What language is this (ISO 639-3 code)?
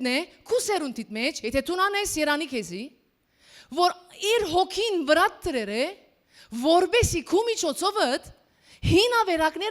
hyw